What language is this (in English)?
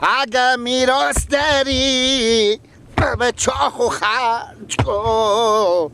Persian